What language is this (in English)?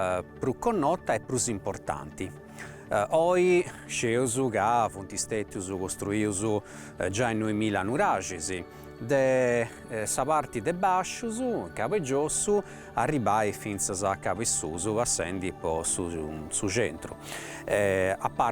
Sardinian